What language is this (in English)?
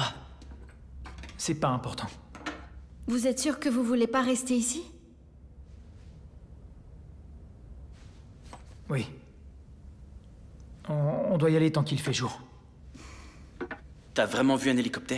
French